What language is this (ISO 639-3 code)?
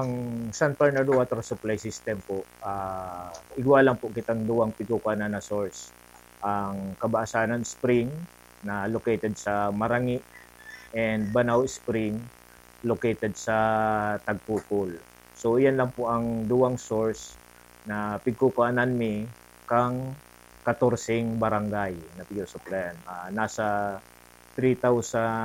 bik